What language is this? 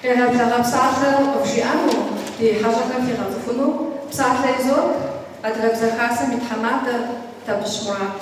Kabardian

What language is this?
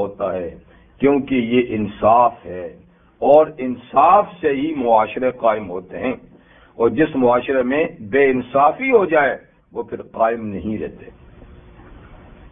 Urdu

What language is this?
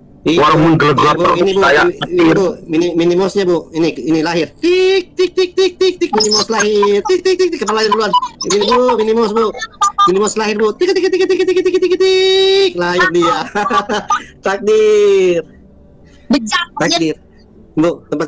Indonesian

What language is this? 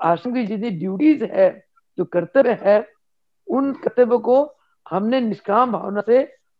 Hindi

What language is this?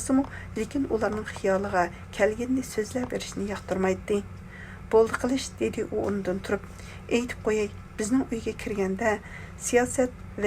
Uyghur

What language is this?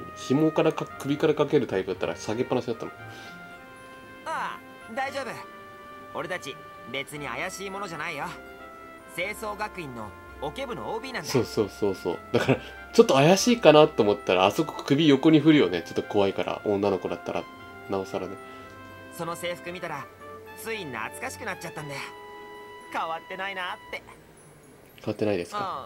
Japanese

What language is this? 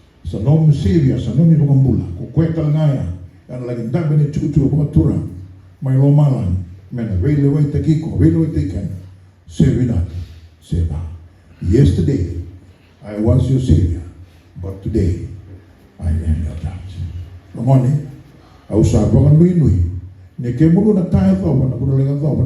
Fijian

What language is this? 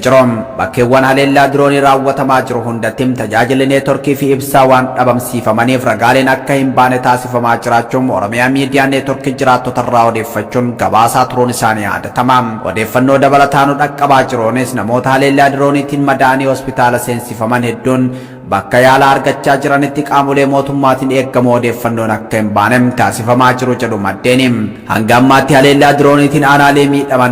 Oromo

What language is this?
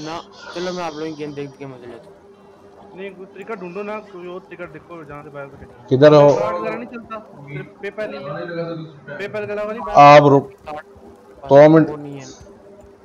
Hindi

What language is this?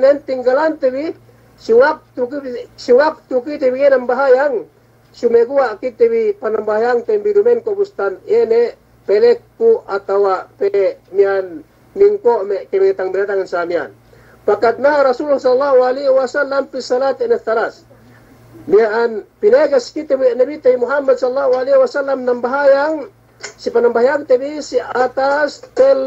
Yakan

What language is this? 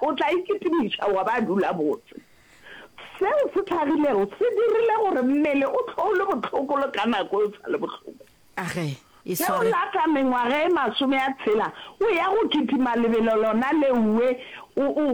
Northern Sotho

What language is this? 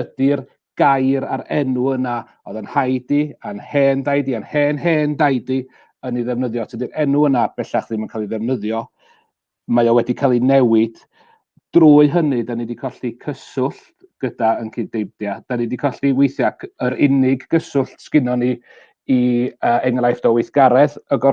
Welsh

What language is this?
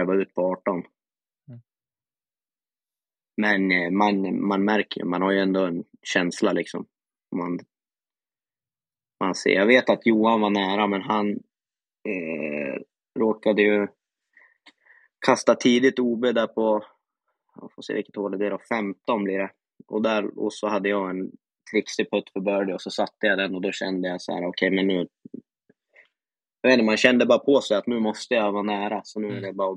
Swedish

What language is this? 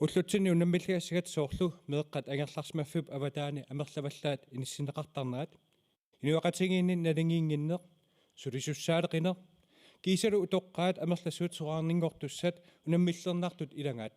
Kalaallisut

